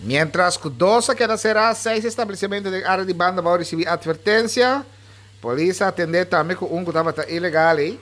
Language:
Papiamento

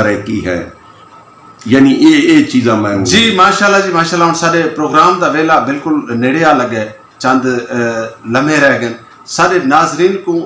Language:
Saraiki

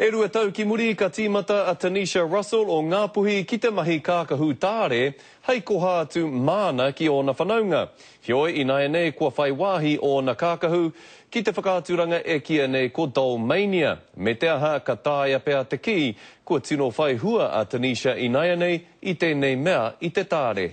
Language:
Māori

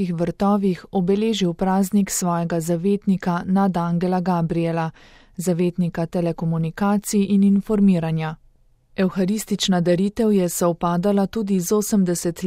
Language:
Slovenian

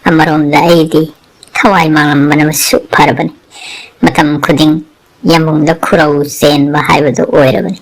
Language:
Manipuri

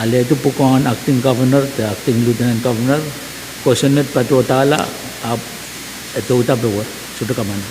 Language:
Pohnpeian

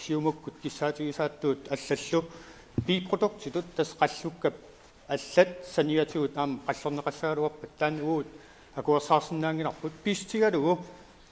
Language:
Kalaallisut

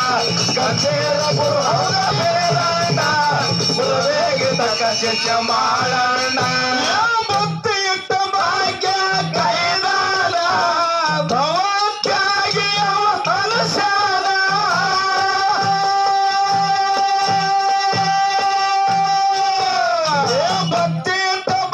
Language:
Kannada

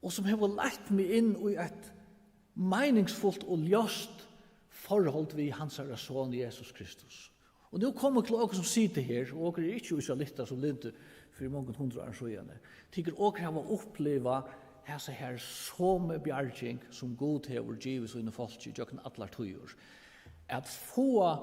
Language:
Faroese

